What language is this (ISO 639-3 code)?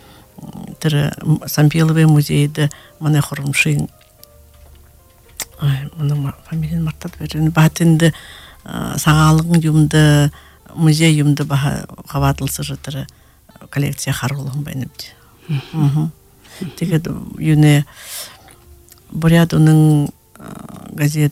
bua